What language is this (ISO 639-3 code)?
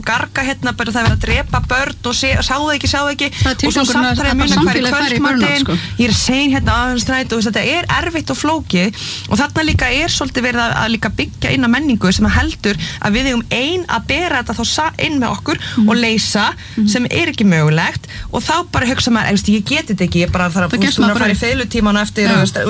isl